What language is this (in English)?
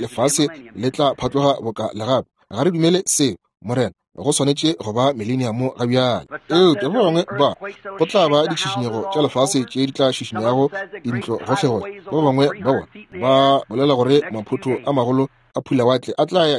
Northern Sotho